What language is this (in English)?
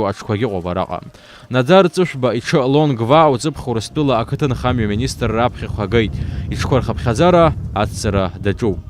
Abkhazian